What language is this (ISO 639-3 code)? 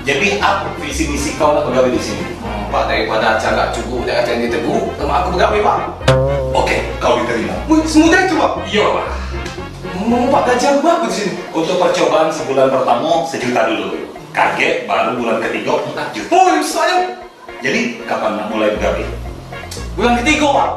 mui